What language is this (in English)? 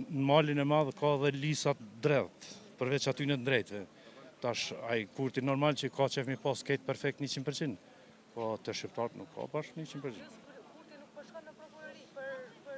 Albanian